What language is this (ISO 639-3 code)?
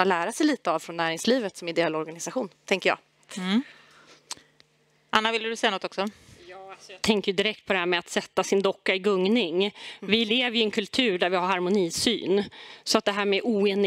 swe